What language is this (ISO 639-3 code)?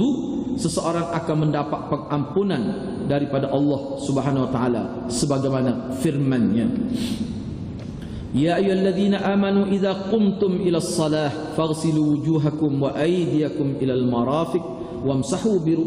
msa